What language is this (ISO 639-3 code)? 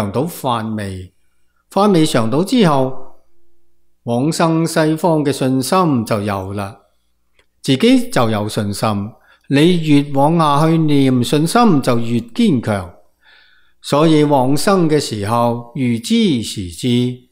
yue